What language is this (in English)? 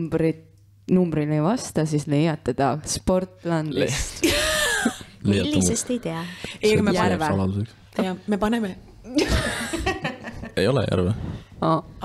Estonian